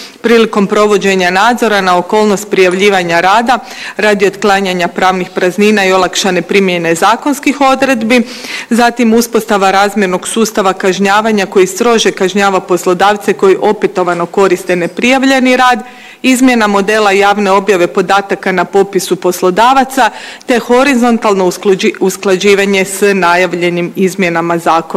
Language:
Bosnian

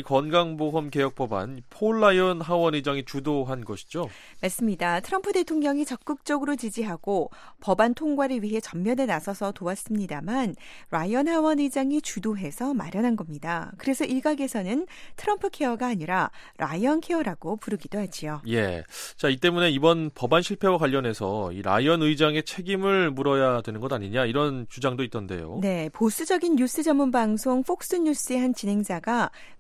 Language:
Korean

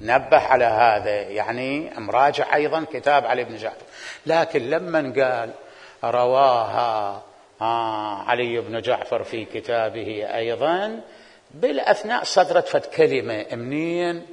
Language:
Mesopotamian Arabic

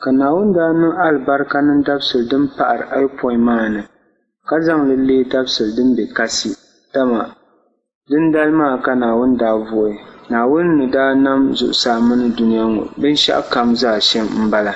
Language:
Dagbani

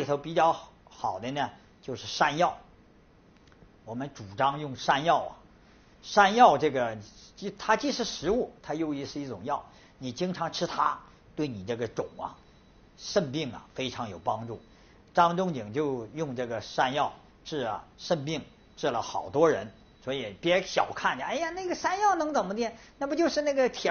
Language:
Chinese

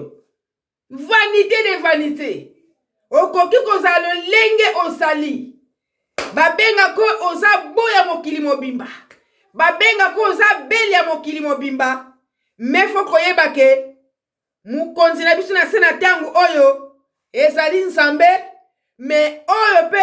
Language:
Lingala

